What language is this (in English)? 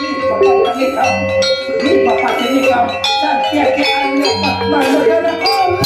Banjar